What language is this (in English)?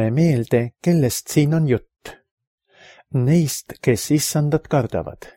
Estonian